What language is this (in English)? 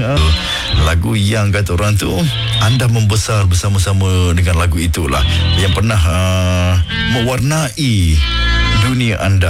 Malay